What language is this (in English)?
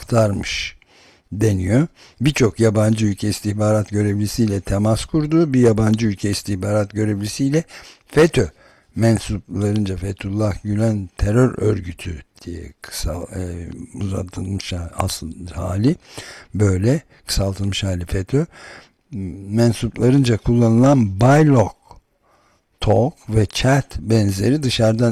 Turkish